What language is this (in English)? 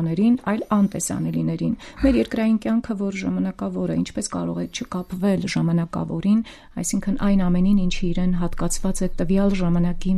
Armenian